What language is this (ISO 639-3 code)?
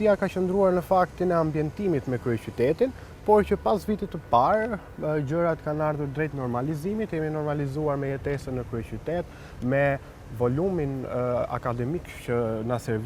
sqi